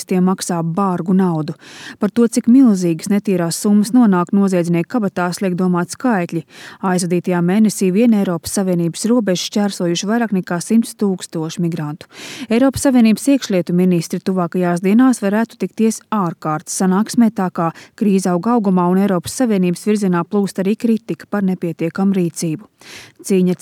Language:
Latvian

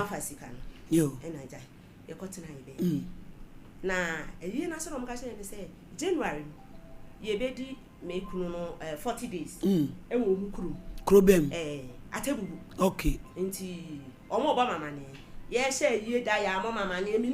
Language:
Akan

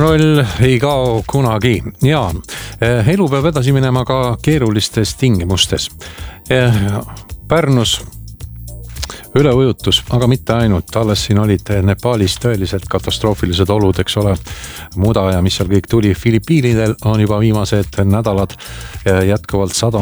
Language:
Estonian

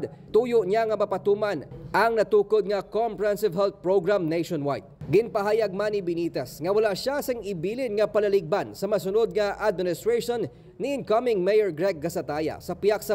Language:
Hiligaynon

